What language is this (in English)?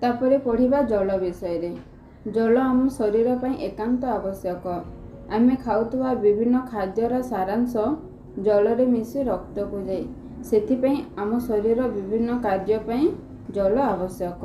Odia